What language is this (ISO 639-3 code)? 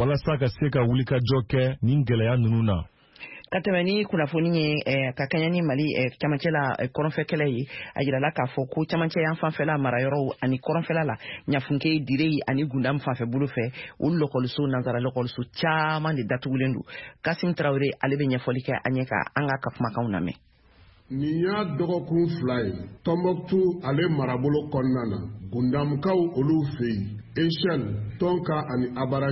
bam